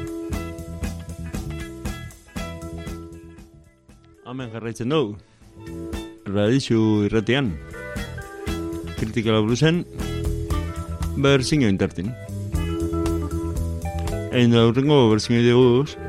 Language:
Basque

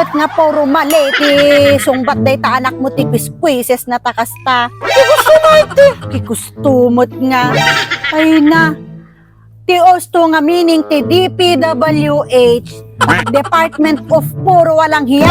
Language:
Iloko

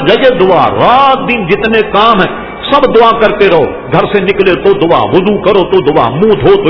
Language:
Urdu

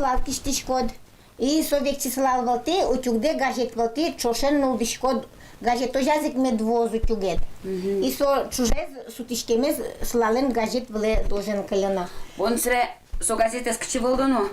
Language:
Udmurt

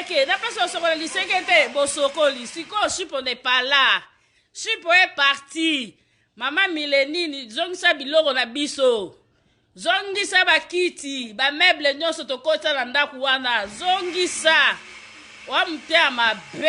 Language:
Lingala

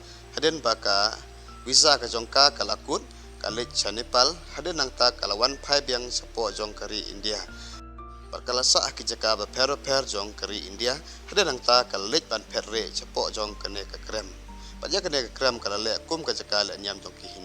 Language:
Khasi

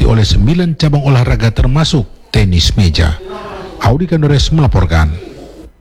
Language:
Indonesian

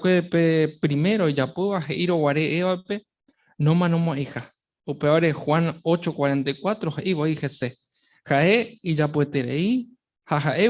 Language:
Guarani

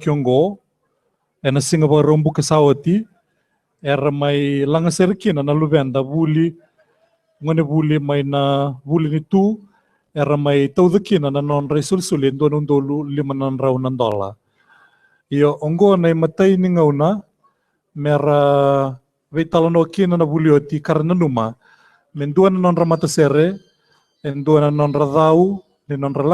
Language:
Fijian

